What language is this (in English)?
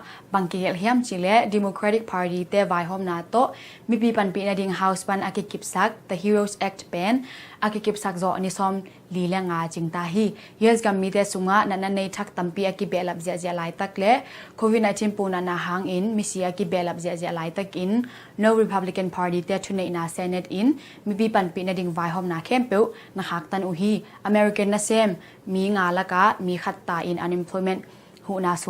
Tedim Chin